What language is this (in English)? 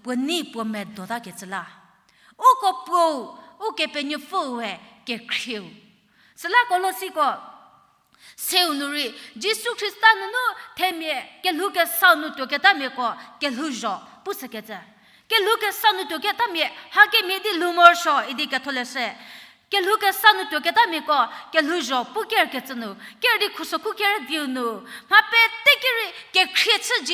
Angami Naga